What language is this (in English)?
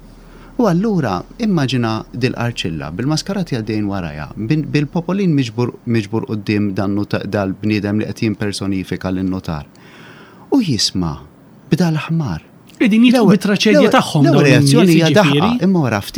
Maltese